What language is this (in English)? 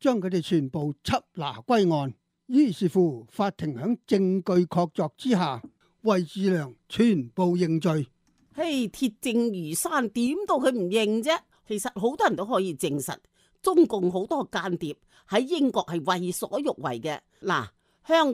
Cantonese